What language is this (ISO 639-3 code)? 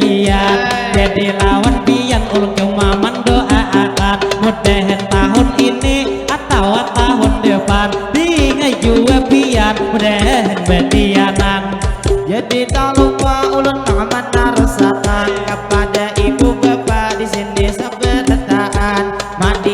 bjn